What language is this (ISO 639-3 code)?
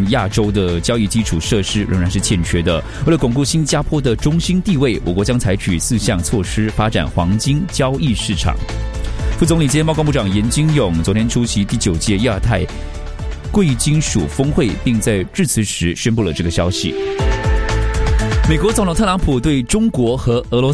zho